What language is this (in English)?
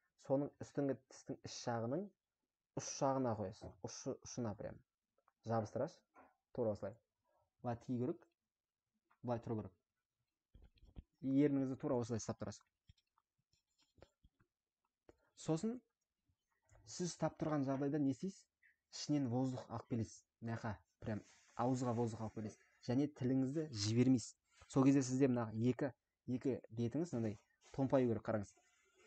Kazakh